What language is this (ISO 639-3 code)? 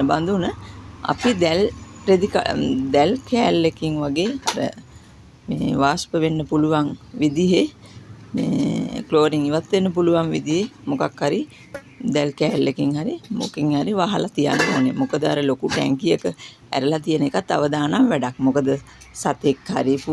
sin